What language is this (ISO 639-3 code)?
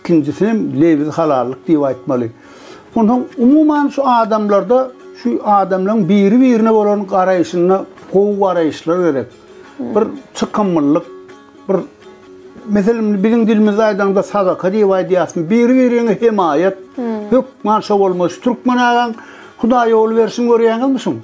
tuk